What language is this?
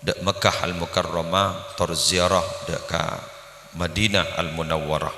Madurese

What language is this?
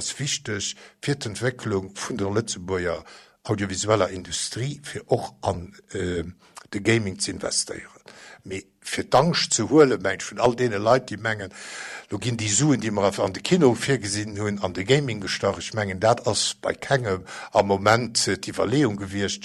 Luxembourgish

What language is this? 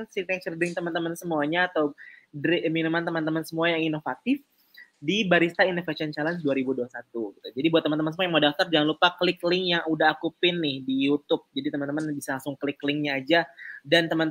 Indonesian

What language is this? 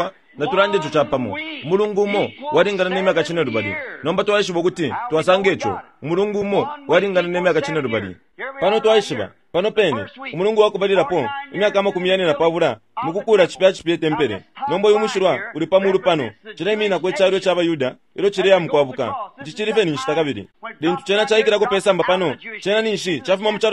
Bemba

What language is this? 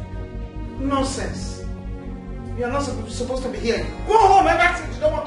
Nigerian Pidgin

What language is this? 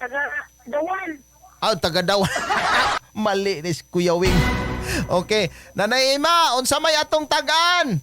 Cebuano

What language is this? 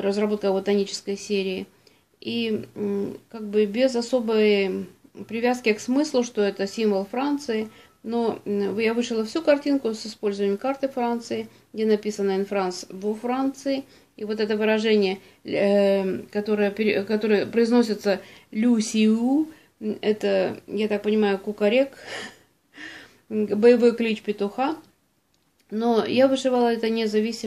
Russian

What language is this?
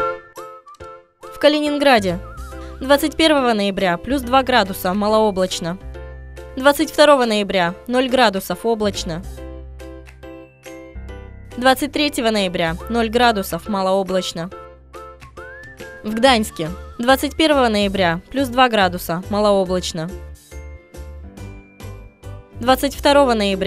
Russian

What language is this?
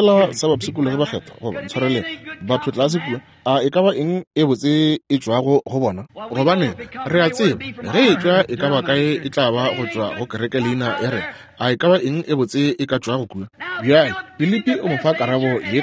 Northern Sotho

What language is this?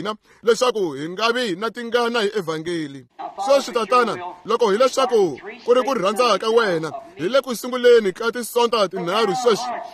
Tsonga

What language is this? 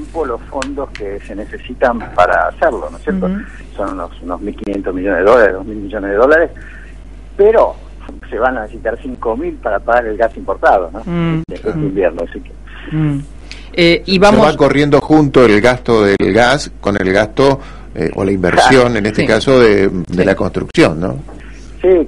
Spanish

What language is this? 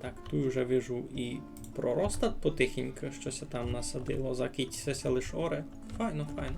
Rusyn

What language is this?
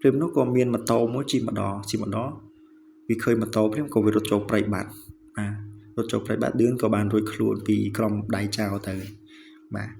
Khmer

